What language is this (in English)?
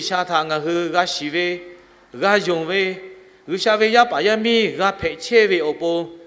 Lahu